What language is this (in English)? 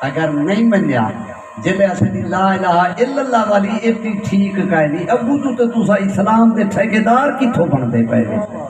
Saraiki